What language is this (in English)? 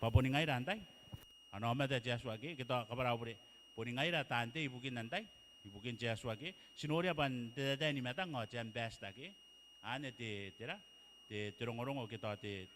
Gilbertese